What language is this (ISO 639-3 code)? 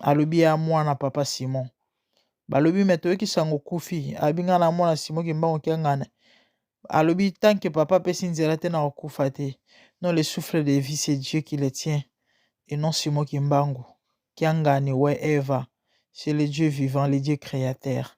lin